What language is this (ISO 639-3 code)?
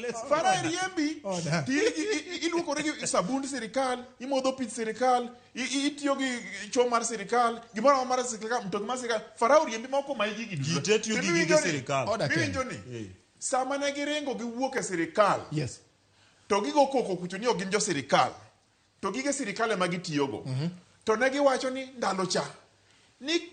luo